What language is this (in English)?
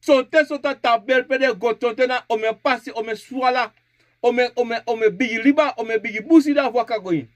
Sranan Tongo